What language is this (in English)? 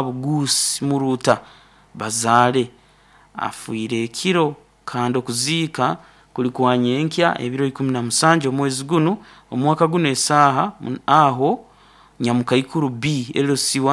Nyoro